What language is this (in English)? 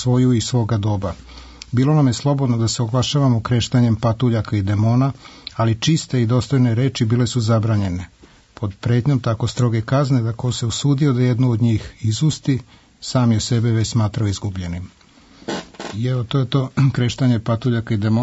Serbian